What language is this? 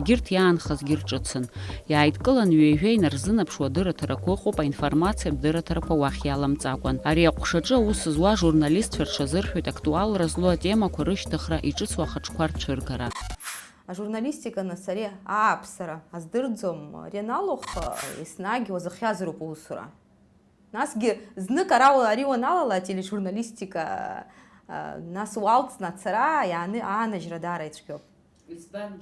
Abkhazian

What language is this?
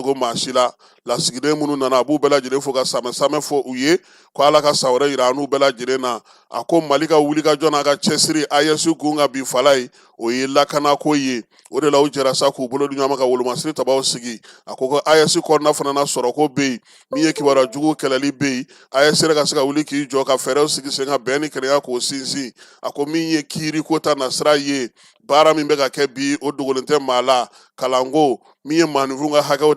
Bambara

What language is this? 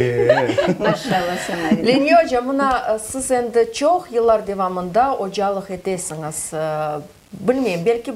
Crimean Tatar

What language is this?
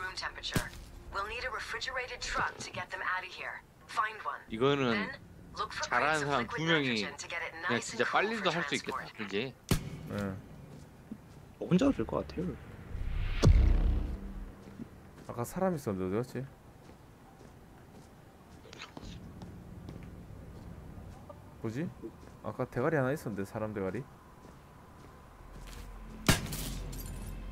Korean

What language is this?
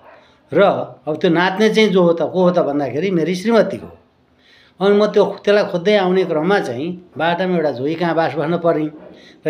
Nepali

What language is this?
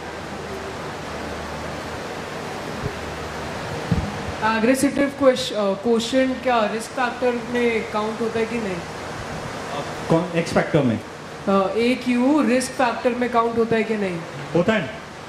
Hindi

